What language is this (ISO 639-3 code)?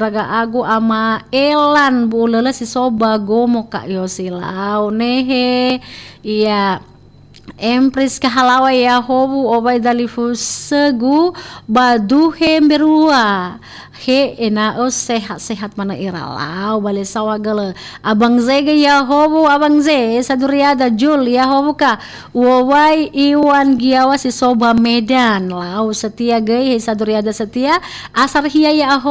nia